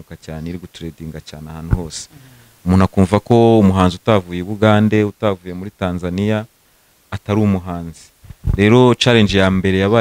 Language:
Kinyarwanda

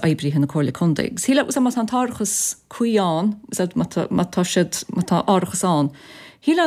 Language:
Irish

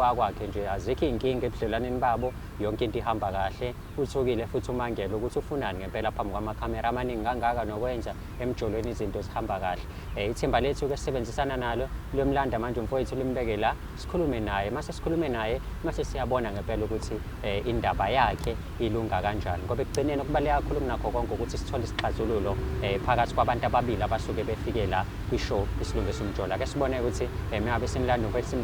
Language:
Zulu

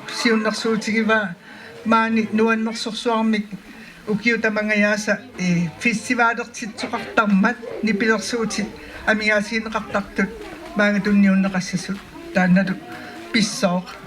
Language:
Kalaallisut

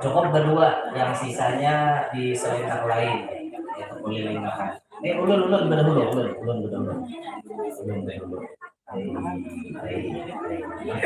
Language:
Banjar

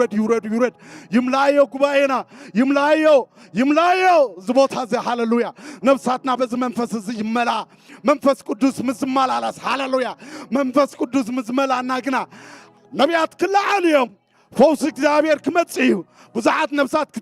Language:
Tigrinya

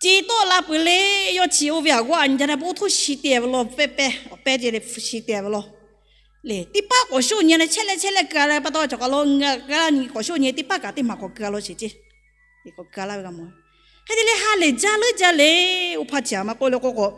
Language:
Lahu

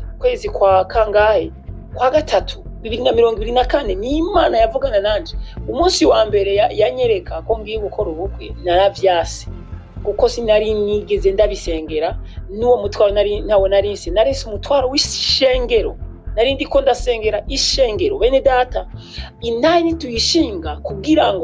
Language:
Rundi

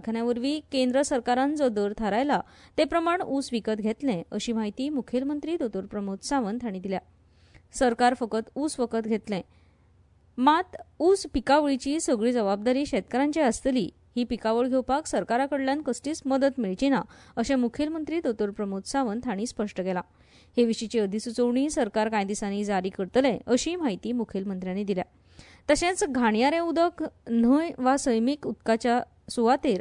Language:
Konkani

